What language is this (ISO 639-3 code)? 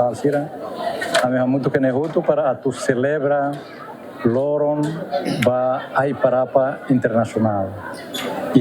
tet